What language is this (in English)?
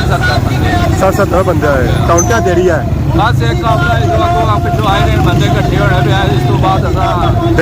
Pahari-Potwari